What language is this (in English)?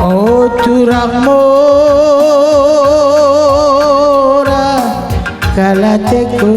Batak Karo